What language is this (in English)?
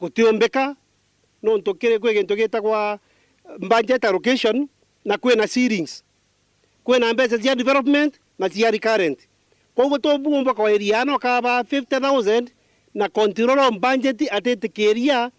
Meru